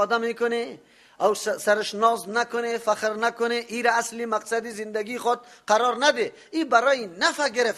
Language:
Persian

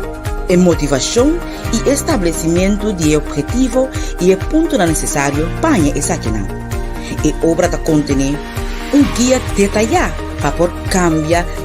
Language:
Papiamento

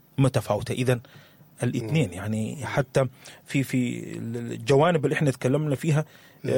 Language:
Sudanese Arabic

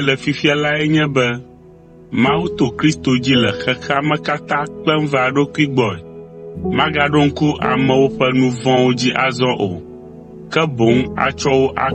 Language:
Ewe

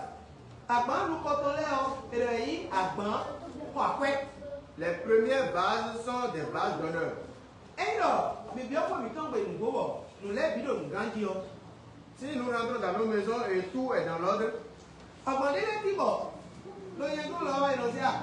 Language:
Fon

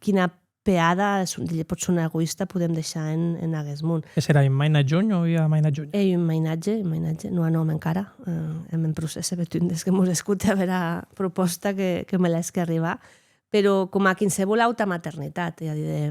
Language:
Occitan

